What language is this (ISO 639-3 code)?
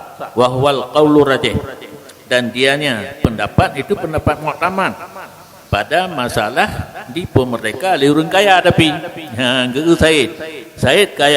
ace